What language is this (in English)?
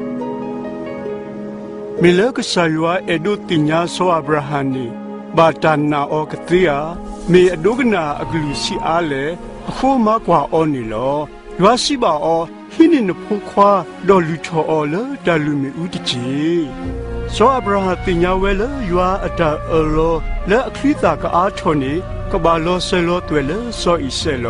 S'gaw Karen